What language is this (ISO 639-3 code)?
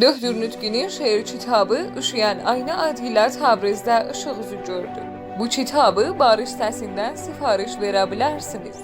azb